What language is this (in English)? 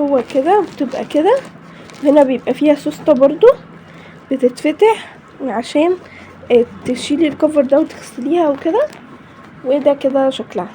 Egyptian Arabic